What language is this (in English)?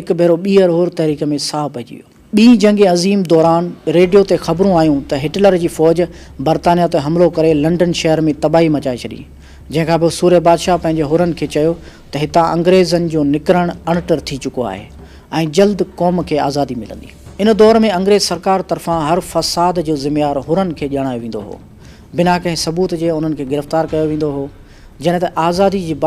Sindhi